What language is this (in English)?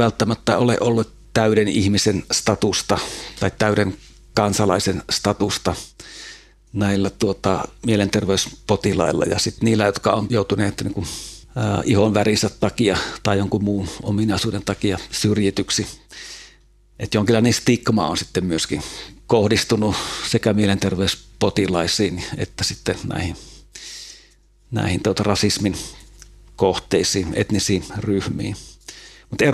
Finnish